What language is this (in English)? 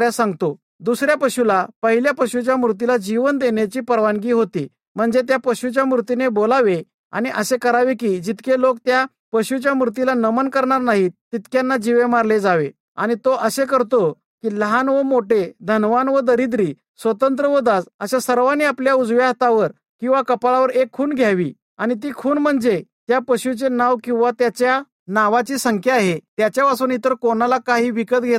Marathi